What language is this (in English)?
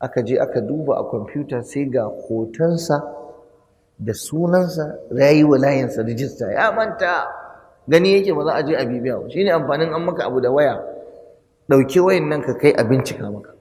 Hausa